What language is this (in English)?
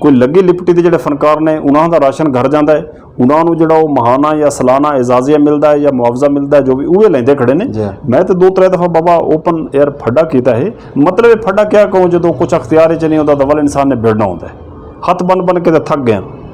Western Panjabi